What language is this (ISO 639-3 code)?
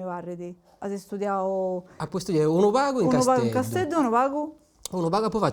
srd